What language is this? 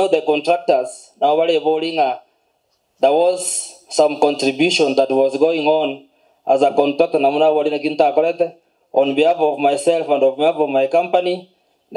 Gusii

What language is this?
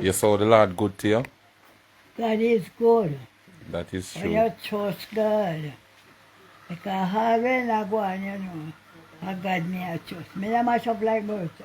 Jamaican Creole English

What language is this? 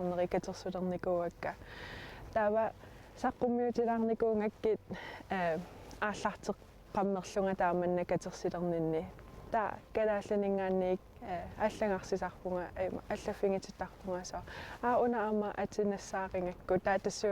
Kalaallisut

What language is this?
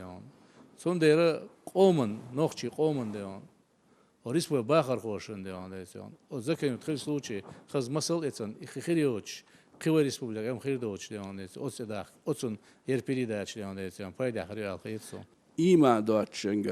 Chechen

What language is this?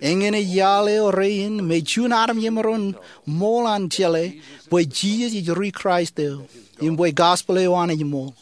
Marshallese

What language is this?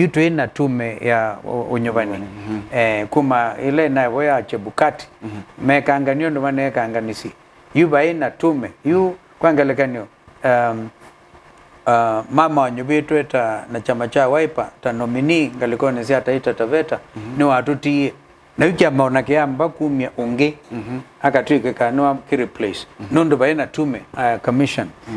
Kamba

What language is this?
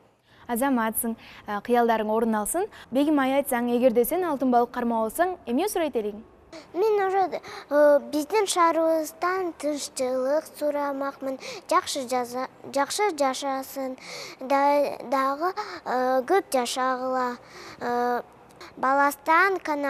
Kyrgyz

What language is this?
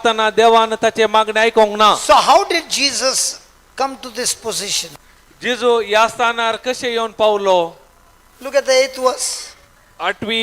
Konkani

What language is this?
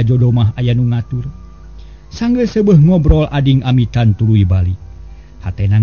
Sundanese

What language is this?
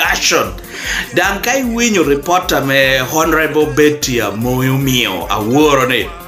Lango (Uganda)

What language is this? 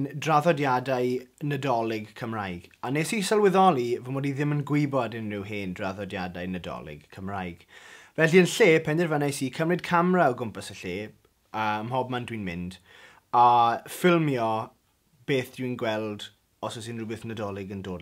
Welsh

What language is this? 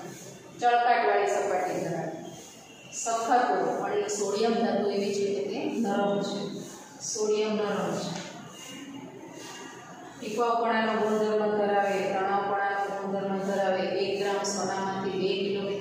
Gujarati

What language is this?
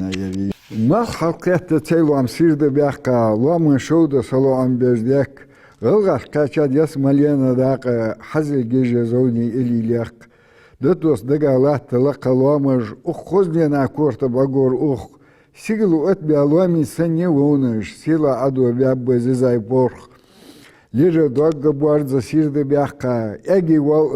Ingush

